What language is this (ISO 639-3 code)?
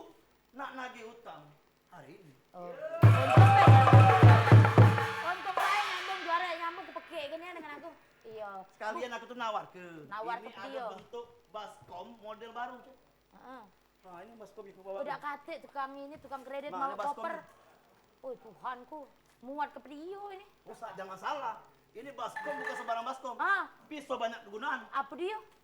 mui